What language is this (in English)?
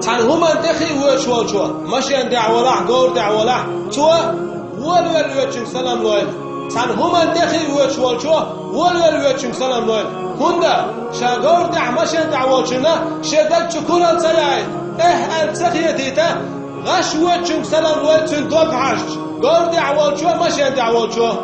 Chechen